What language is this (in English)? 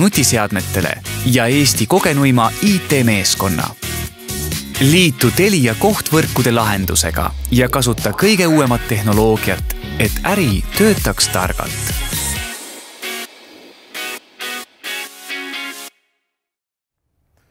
Estonian